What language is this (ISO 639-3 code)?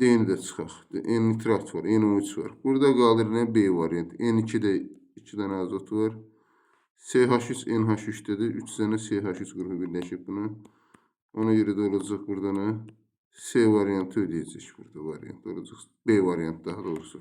aze